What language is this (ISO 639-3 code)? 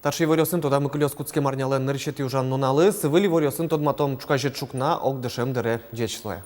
udm